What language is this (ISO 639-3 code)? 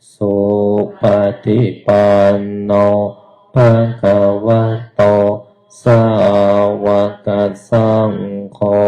pli